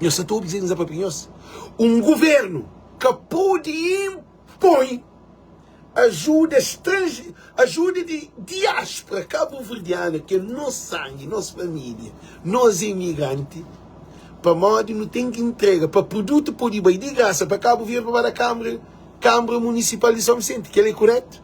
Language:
Kabuverdianu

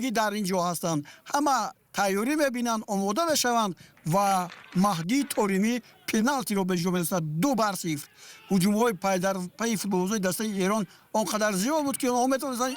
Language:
Tajik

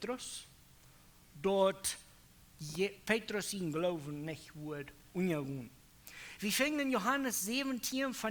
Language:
Plautdietsch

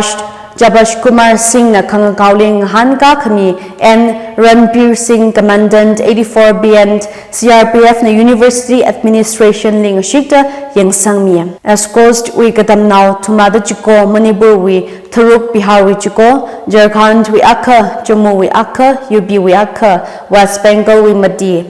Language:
Tangkhul Naga (India)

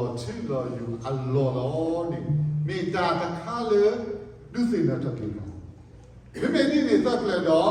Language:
S'gaw Karen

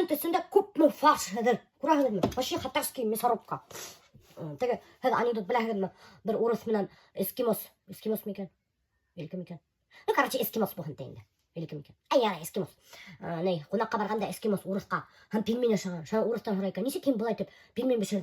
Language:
Bashkir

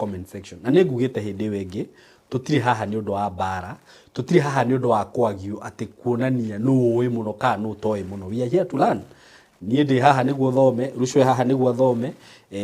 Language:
Kikuyu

